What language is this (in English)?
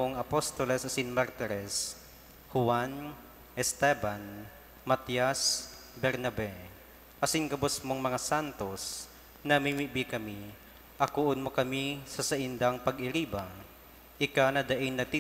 Bikol